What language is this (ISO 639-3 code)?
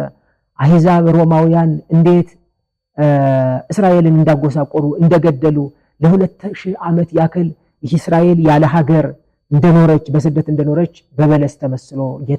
amh